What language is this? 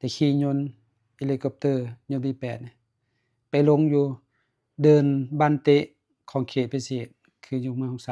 Lao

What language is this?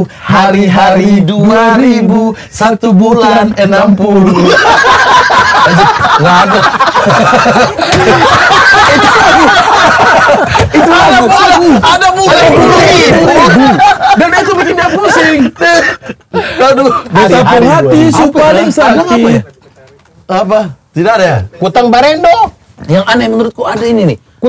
Indonesian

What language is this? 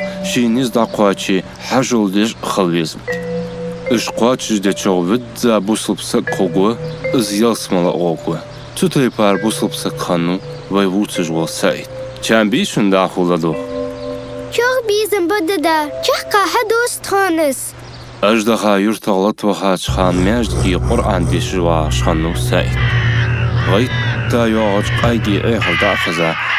Ingush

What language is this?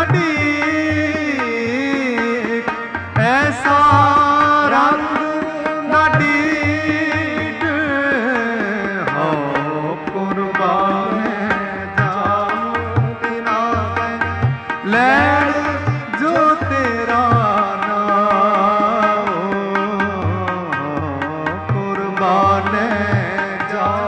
Punjabi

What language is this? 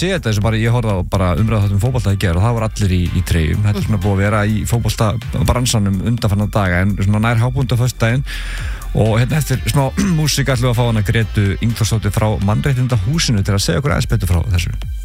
Icelandic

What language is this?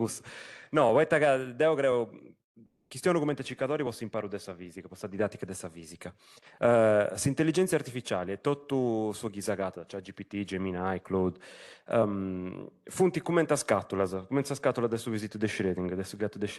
Sardinian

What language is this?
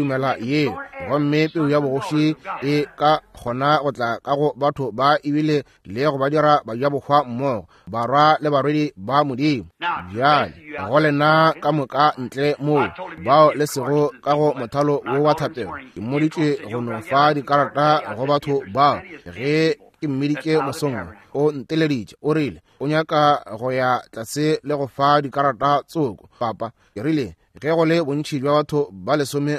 Northern Sotho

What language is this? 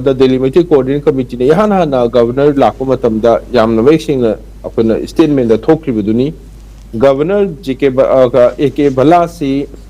Manipuri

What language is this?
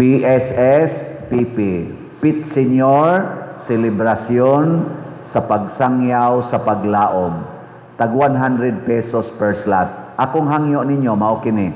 Cebuano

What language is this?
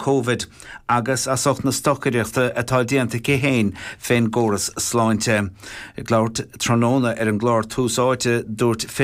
Irish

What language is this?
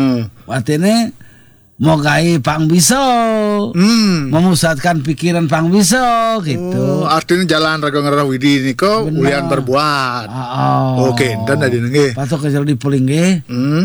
Balinese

